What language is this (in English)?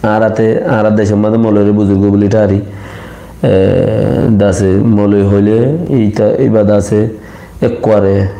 Rohingya